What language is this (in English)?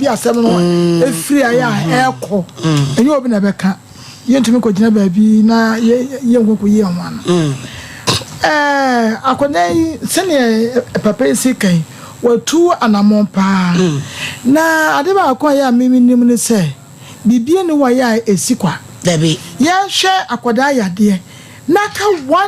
Akan